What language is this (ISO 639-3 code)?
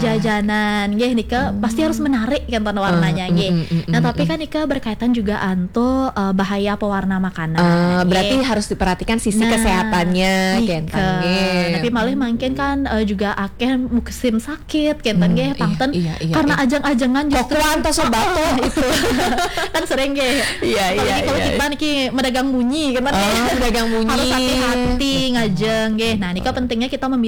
ban